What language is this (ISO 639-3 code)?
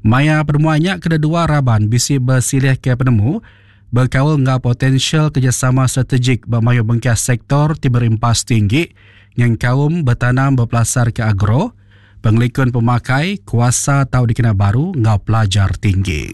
iba